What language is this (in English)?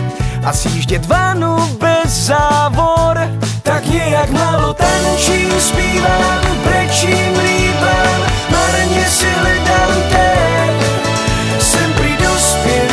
Czech